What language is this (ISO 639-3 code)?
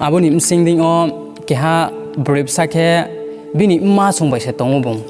ria